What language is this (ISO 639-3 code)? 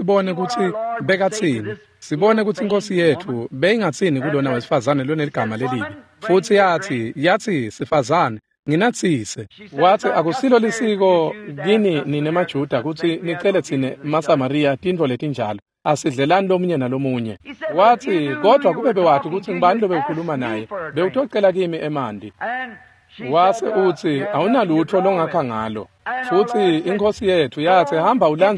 ssw